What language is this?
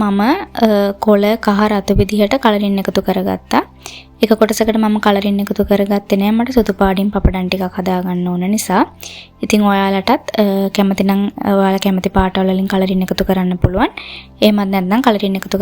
Sinhala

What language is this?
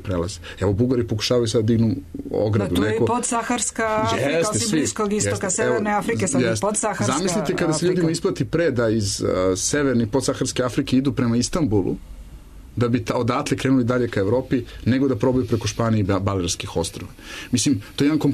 Serbian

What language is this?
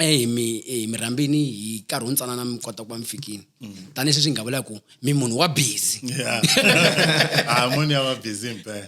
Tsonga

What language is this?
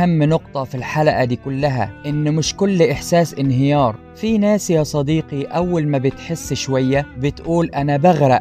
Egyptian Arabic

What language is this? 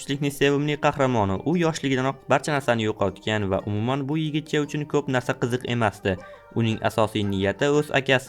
Uzbek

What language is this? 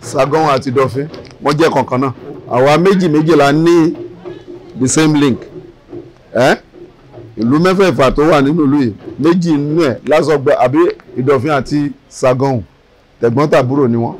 Yoruba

